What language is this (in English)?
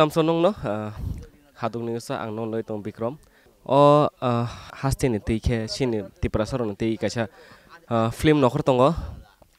Kok Borok